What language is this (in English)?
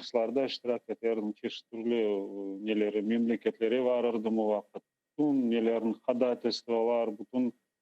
Crimean Tatar